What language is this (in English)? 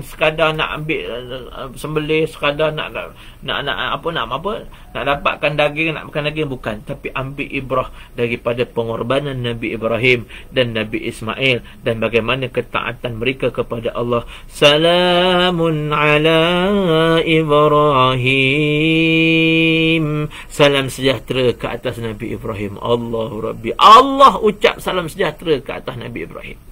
Malay